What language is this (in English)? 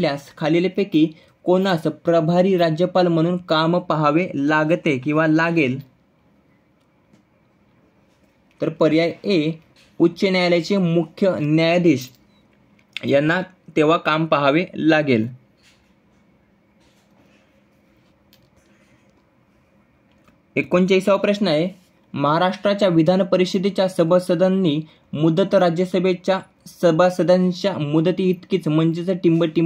Marathi